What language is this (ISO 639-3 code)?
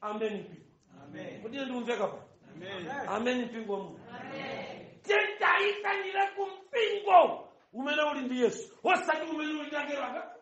nya